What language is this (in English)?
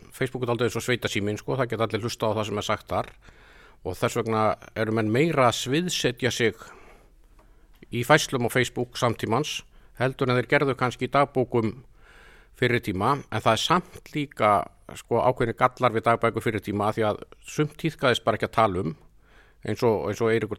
Icelandic